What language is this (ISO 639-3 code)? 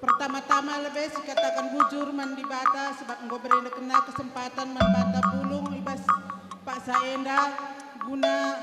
btx